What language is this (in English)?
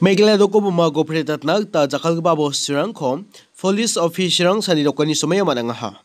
Garo